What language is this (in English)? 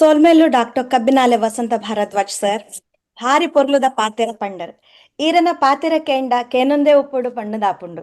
Tulu